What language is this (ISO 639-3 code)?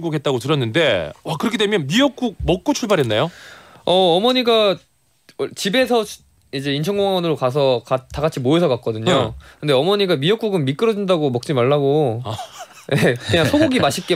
kor